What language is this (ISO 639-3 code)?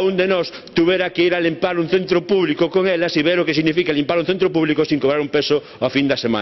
glg